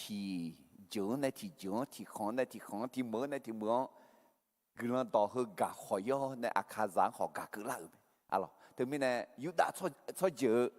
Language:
Akha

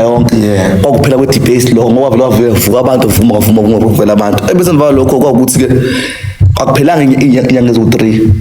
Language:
Zulu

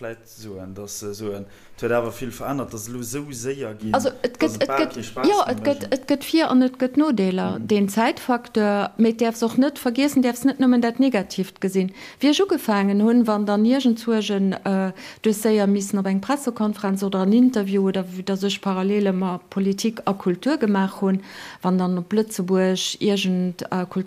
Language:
Luxembourgish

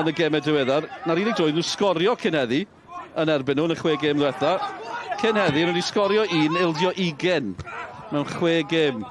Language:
Welsh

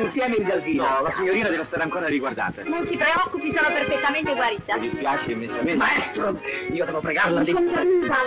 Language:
Italian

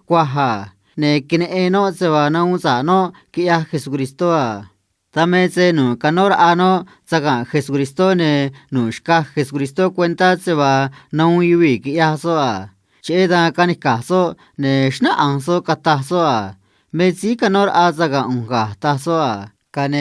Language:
Copala Triqui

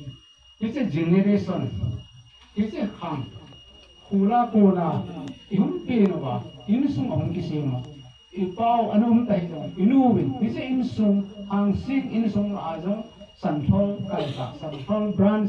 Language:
Hmar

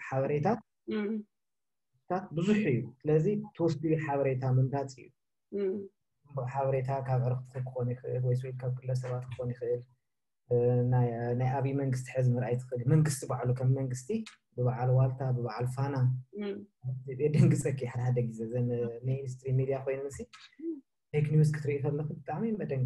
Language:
Tigrinya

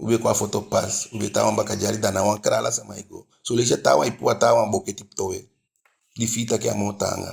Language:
Eastern Maroon Creole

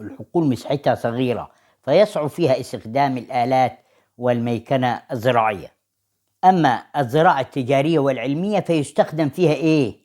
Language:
Egyptian Arabic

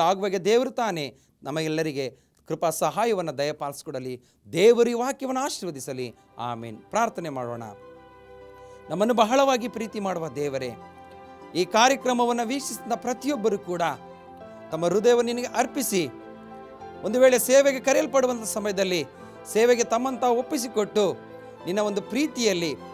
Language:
Kannada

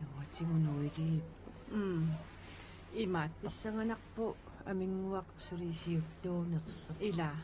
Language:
Kalaallisut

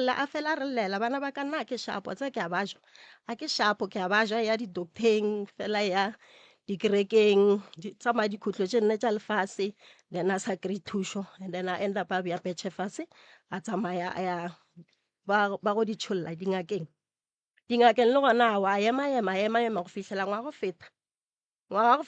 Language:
Northern Sotho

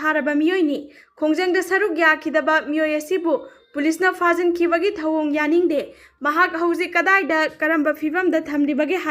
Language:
Manipuri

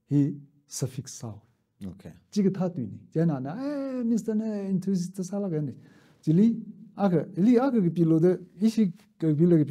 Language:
Tangkhul Naga (India)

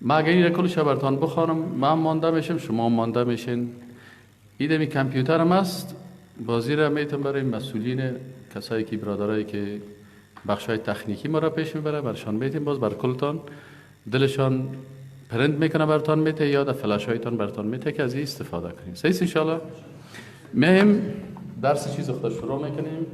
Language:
Persian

